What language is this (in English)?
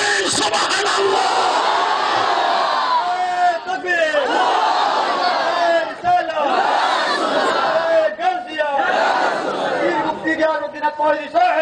Bangla